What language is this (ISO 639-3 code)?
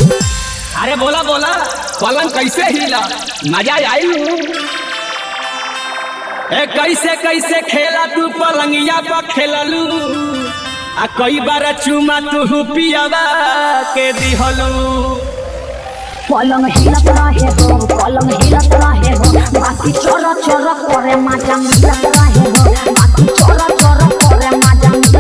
bho